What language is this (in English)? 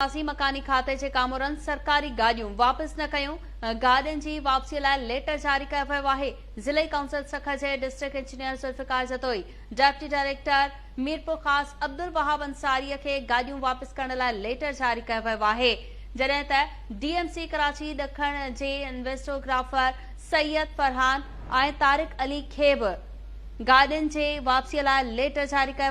Sindhi